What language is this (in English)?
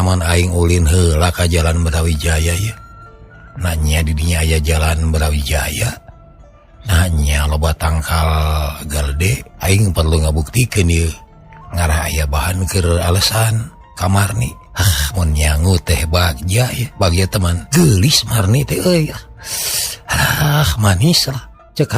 Sundanese